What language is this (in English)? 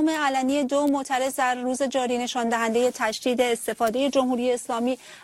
Persian